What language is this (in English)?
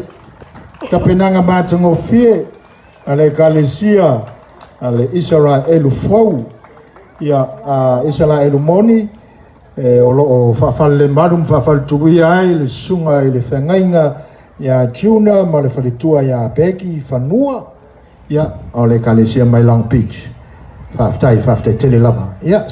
Samoan